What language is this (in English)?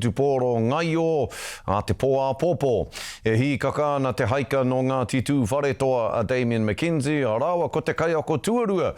Māori